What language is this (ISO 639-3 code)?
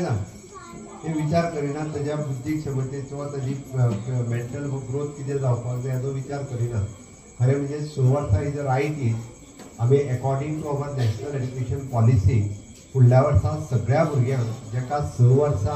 kok